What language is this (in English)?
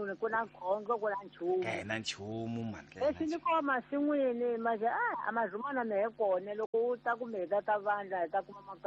Tsonga